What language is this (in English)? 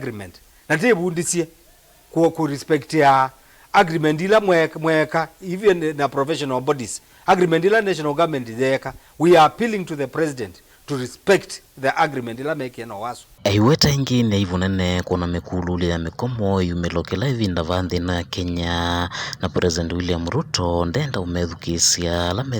Kamba